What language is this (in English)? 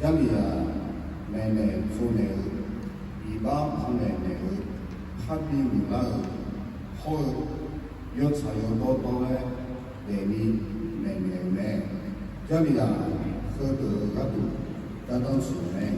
Akha